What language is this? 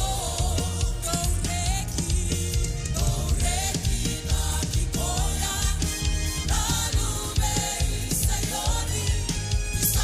Fijian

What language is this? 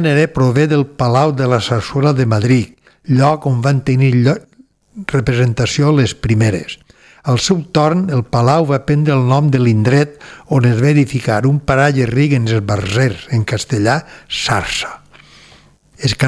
Catalan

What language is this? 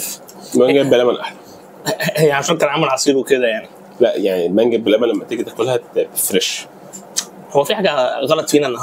Egyptian Arabic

